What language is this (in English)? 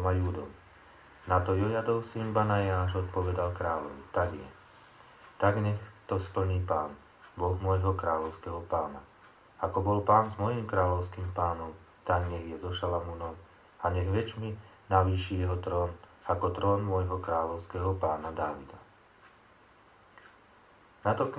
Slovak